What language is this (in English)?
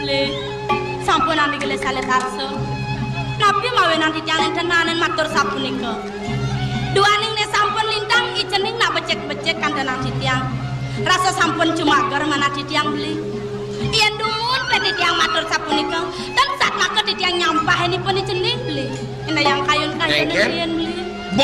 Balinese